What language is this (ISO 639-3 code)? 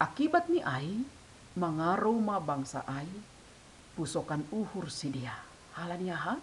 bts